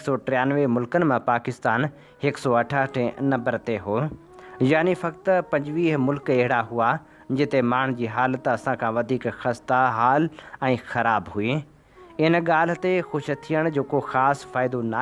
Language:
Sindhi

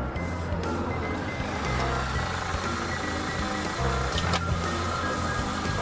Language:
Turkish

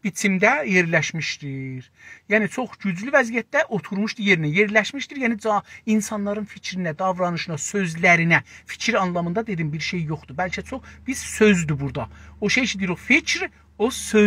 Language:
South Azerbaijani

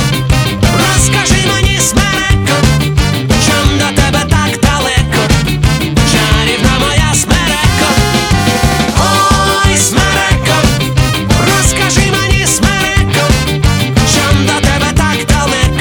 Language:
Ukrainian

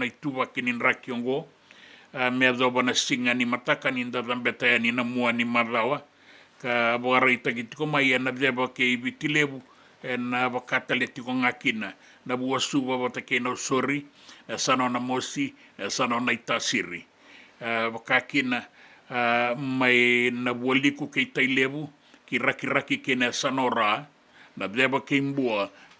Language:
Fijian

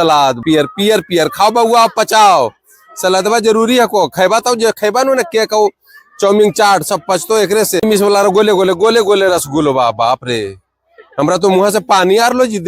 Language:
Magahi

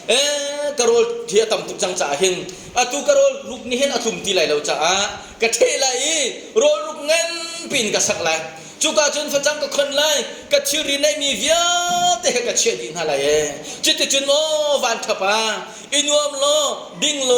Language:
Hakha Chin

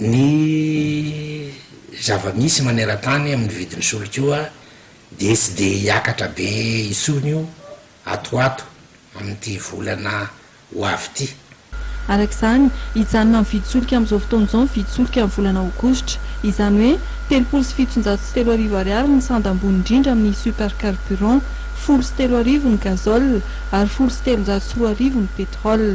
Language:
Malagasy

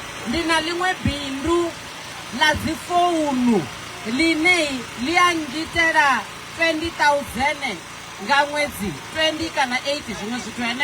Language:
Venda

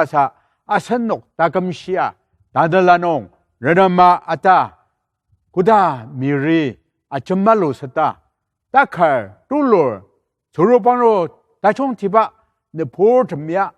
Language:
Ao Naga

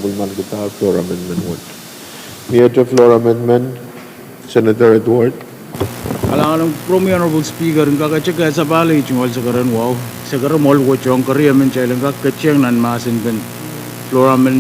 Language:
Pohnpeian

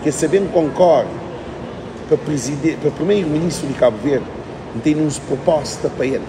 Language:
Kabuverdianu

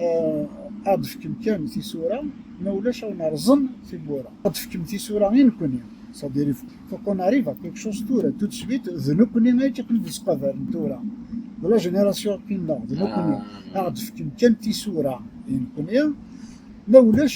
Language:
Kabyle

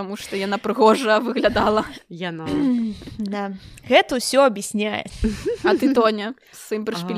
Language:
Belarusian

